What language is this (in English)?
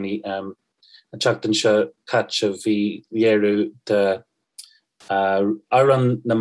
Irish